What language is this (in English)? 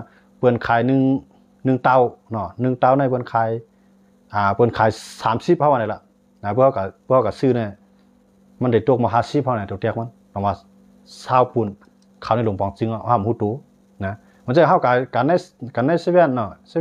Shan